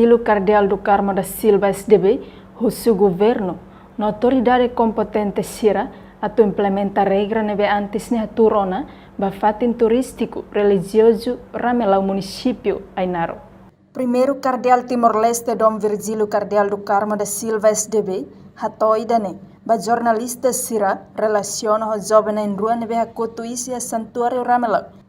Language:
Tetum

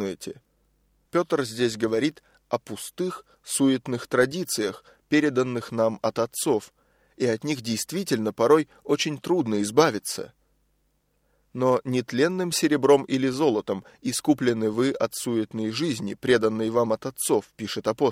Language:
Russian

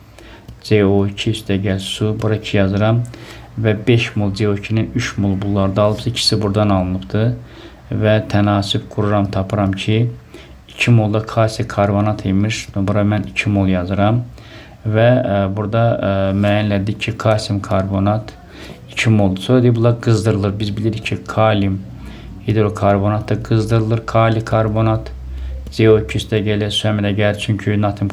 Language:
Azerbaijani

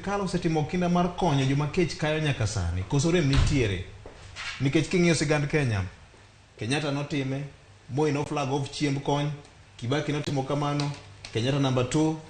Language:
Luo (Kenya and Tanzania)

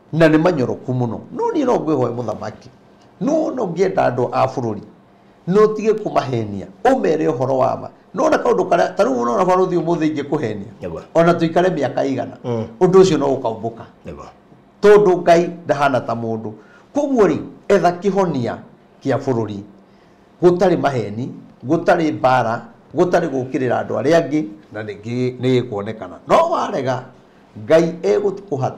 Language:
Kikuyu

